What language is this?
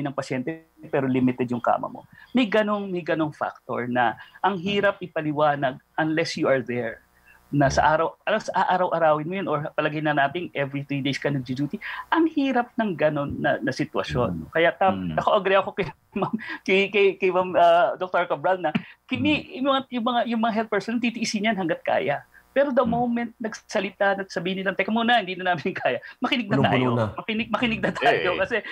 Filipino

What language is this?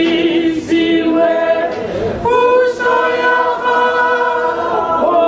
Tswana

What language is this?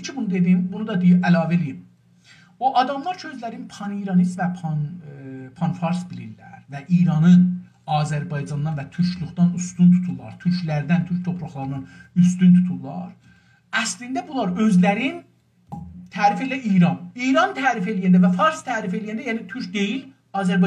South Azerbaijani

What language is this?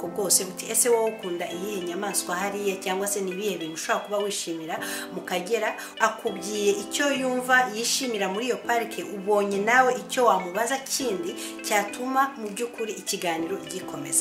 Kinyarwanda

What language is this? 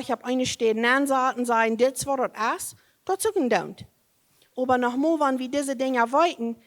Plautdietsch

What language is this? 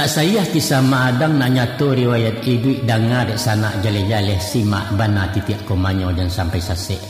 Minangkabau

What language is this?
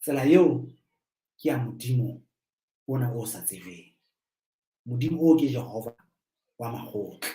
Southern Sotho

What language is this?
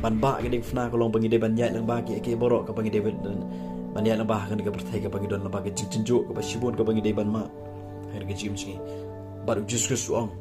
Khasi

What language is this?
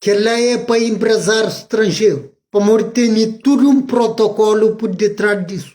Kabuverdianu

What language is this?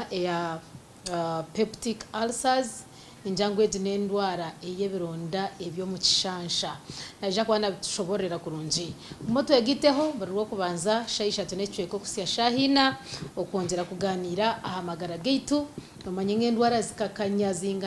Nyankole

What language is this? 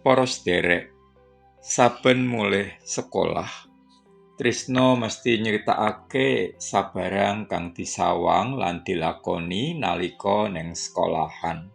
Javanese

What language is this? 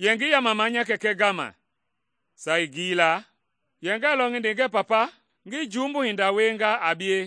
Mende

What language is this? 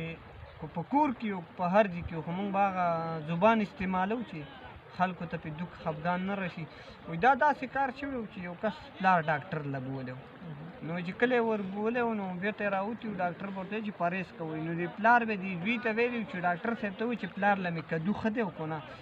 Pashto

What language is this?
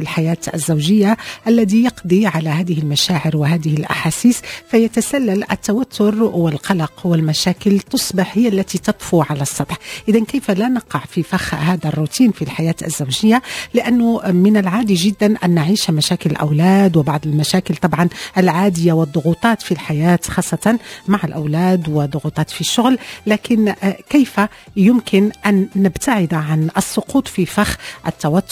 Moroccan Arabic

